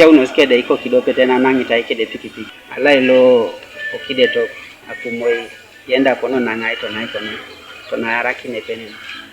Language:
Teso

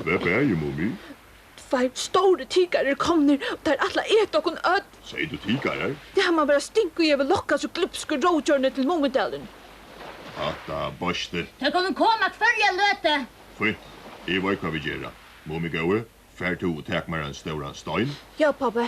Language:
Faroese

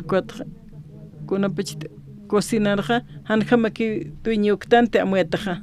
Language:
Aymara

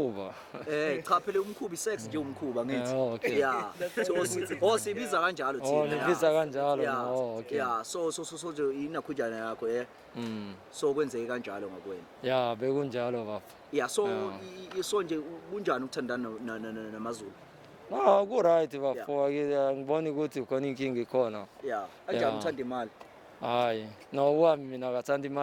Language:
Zulu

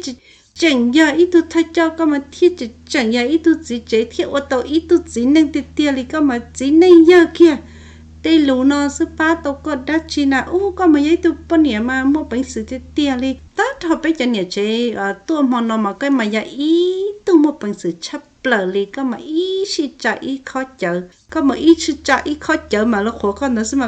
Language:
Hmong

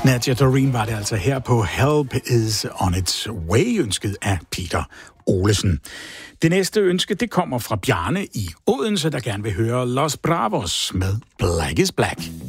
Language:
Danish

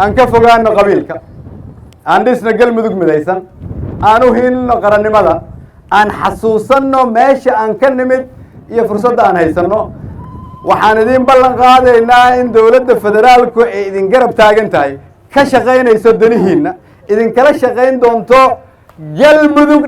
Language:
Somali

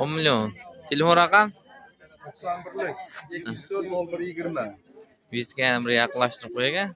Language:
Uzbek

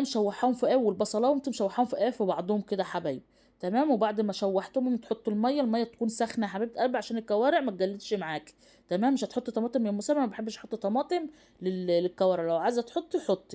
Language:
Egyptian Arabic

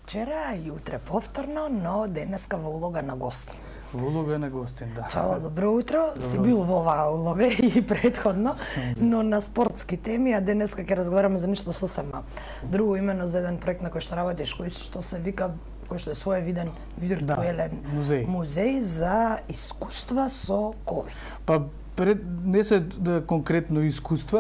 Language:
Macedonian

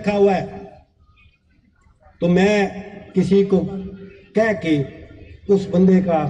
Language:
Urdu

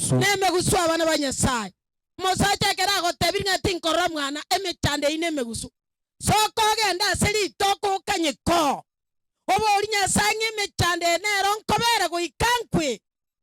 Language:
Gusii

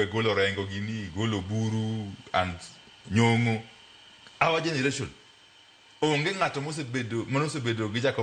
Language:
Luo (Kenya and Tanzania)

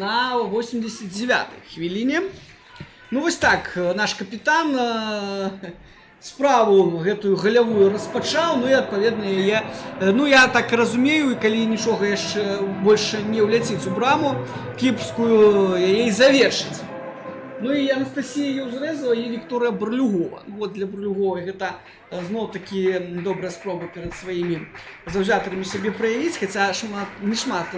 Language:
Belarusian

